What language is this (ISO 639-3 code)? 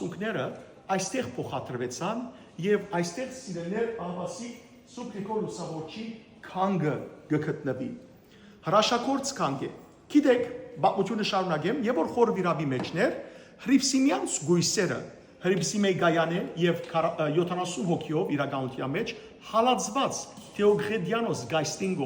hyw